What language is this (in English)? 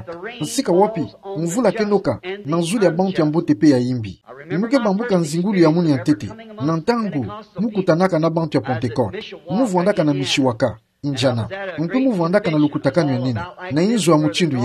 Kituba (Democratic Republic of Congo)